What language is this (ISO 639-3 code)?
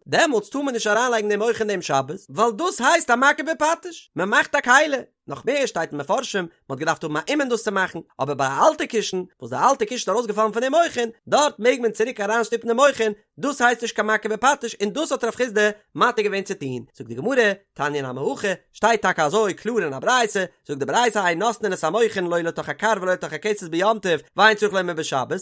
yid